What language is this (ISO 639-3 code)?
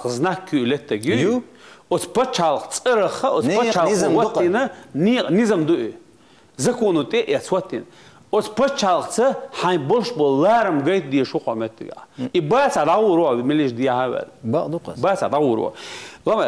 che